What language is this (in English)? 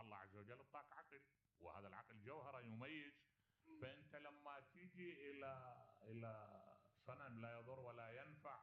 Mesopotamian Arabic